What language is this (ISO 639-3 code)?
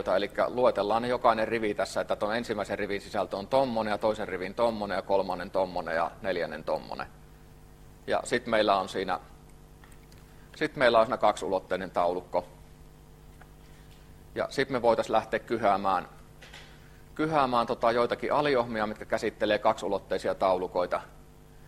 fin